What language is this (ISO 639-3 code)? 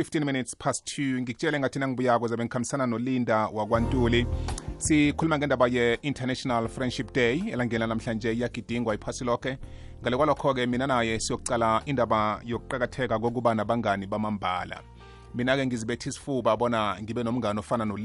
nbl